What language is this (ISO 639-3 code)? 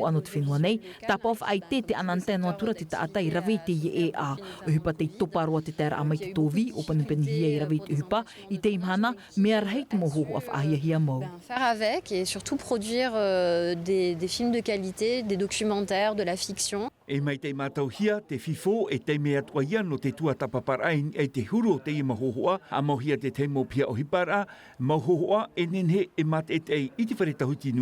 tah